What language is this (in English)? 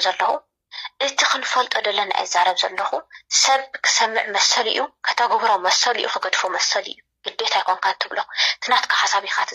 Tigrinya